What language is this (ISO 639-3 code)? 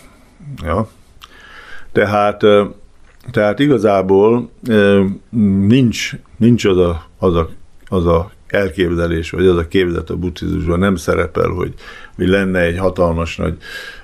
hun